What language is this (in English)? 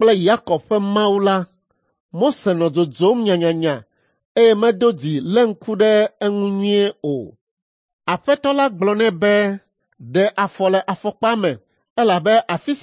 Ewe